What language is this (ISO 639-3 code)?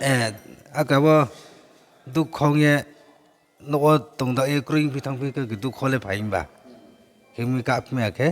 ria